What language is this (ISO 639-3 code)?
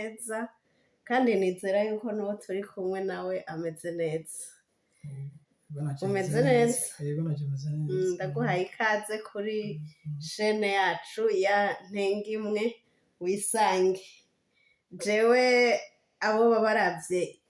run